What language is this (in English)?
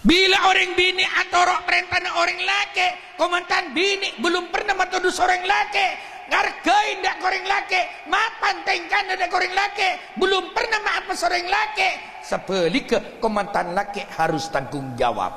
Madurese